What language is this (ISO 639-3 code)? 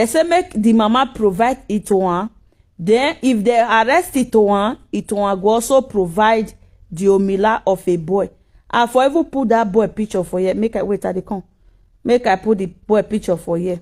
pcm